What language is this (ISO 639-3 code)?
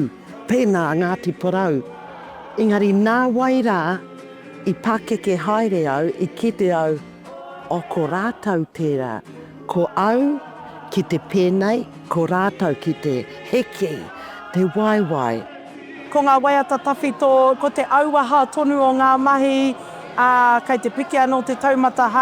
mri